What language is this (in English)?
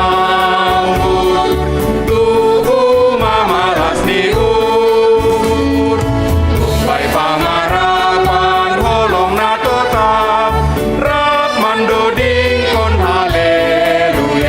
Batak Simalungun